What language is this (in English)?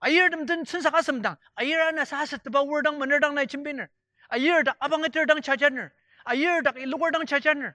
Ao Naga